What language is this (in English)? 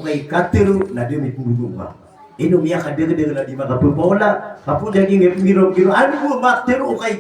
Maranao